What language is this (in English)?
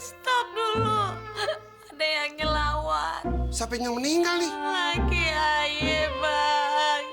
Betawi